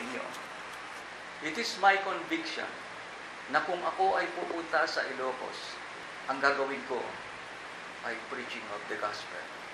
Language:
Filipino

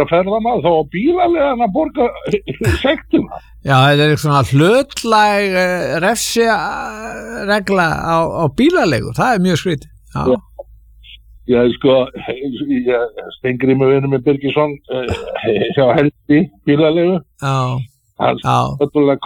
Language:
Icelandic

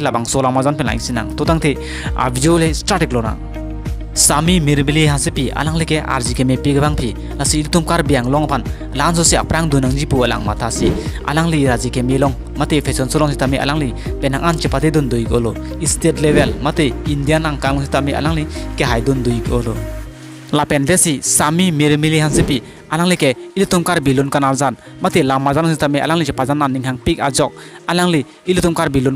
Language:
Karbi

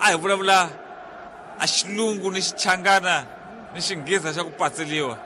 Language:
Tsonga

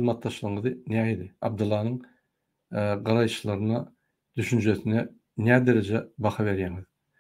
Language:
Turkmen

